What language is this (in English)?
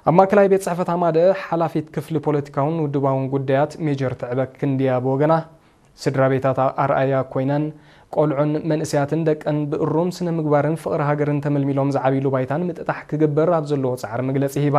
Tigrinya